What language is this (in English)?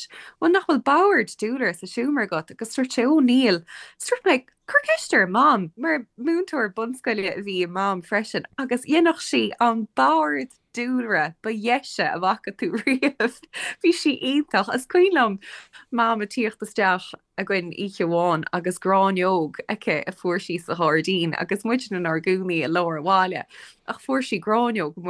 Irish